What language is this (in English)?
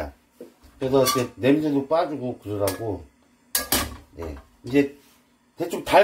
Korean